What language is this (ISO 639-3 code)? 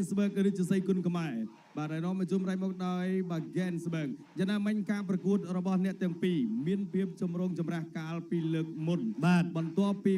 khm